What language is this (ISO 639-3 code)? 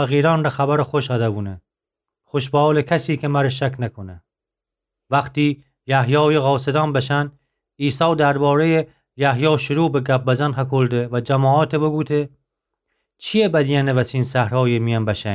glk